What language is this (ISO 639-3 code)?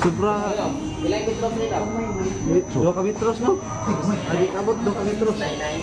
ceb